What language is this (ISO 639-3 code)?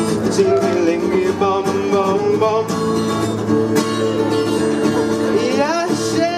slk